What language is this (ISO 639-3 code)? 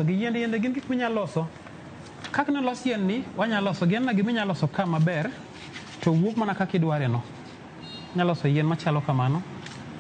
luo